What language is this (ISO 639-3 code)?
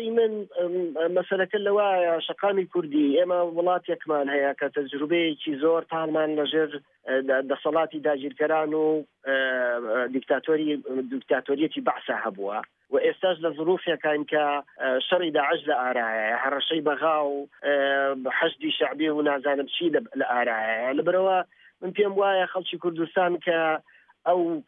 ckb